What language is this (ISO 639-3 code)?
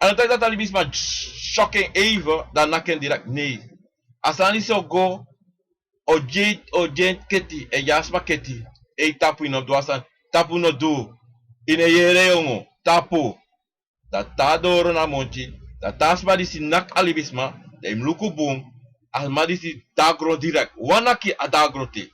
srn